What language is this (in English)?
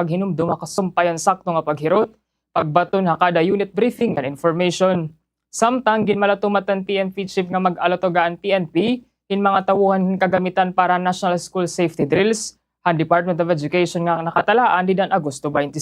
Waray